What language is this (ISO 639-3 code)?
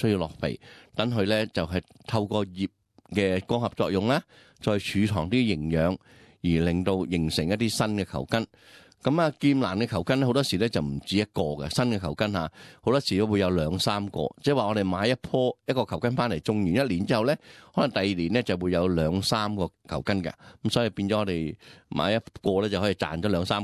yue